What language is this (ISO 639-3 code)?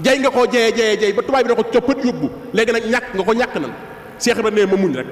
wol